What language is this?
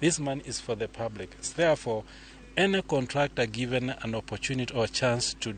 Luo (Kenya and Tanzania)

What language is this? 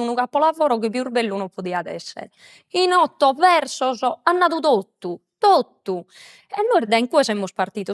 Sardinian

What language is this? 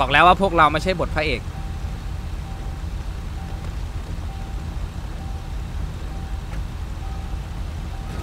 Thai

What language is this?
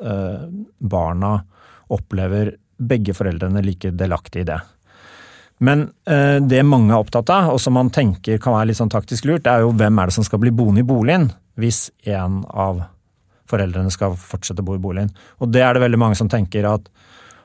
Norwegian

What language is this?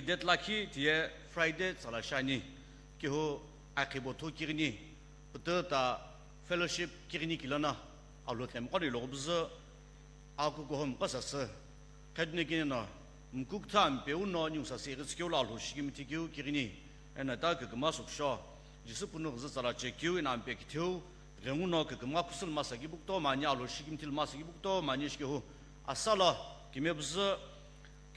Sumi Naga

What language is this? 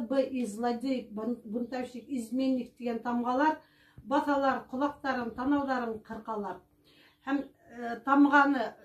Bashkir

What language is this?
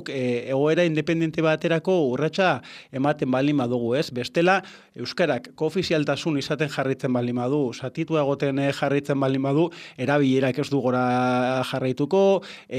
Basque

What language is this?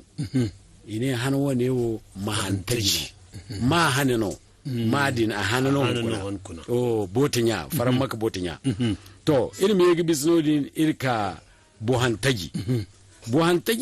Zarma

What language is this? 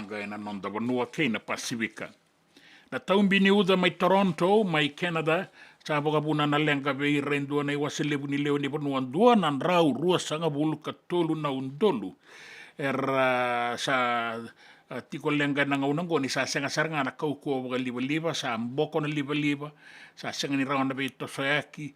Fijian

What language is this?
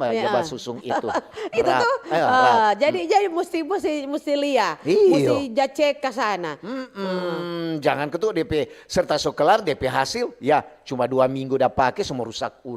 Manado Malay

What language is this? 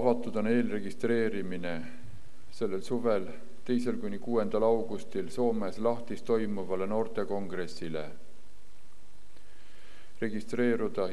Estonian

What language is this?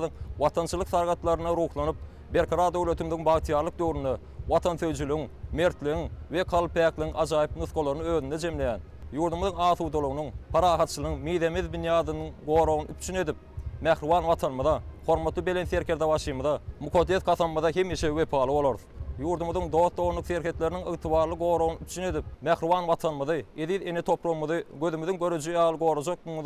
Turkmen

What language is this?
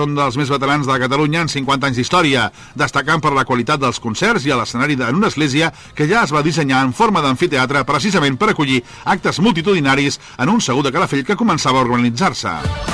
Catalan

